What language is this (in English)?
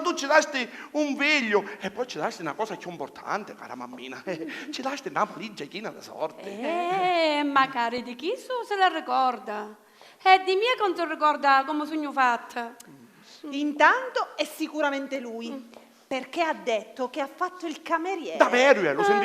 Sicilian